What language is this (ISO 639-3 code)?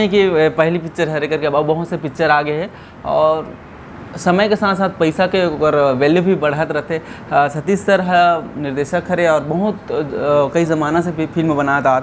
hne